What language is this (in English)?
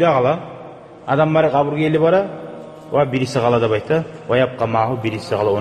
Kumyk